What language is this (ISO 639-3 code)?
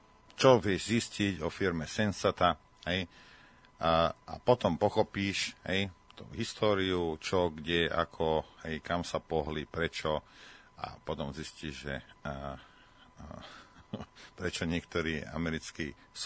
slk